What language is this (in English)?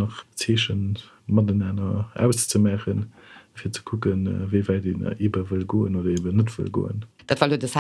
Luxembourgish